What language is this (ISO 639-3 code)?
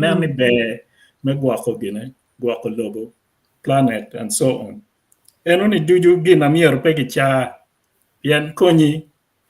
ach